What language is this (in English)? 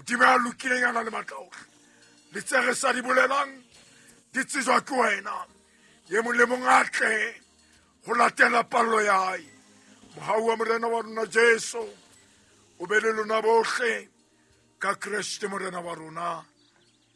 Southern Sotho